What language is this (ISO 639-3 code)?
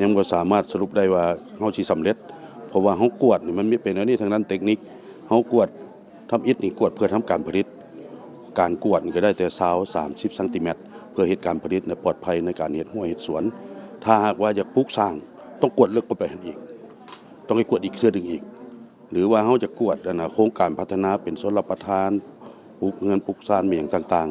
lao